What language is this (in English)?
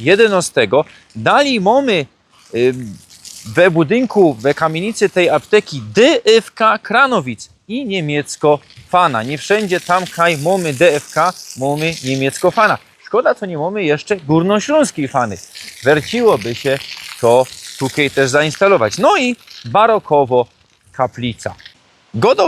Silesian